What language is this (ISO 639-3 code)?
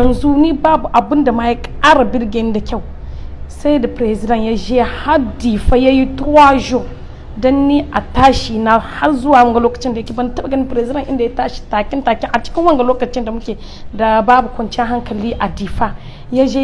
hau